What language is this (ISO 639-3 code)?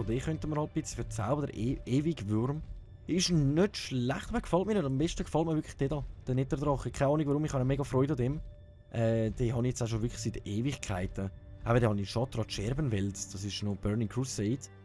gsw